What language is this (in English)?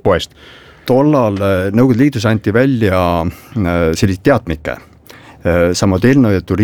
Estonian